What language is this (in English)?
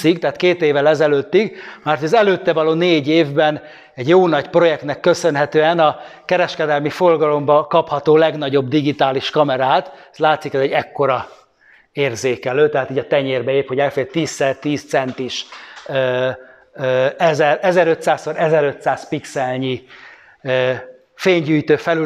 Hungarian